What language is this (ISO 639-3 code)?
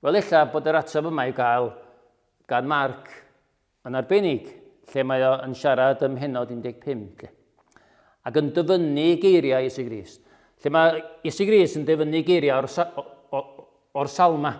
cym